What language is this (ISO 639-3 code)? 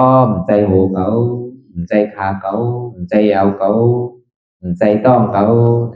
shn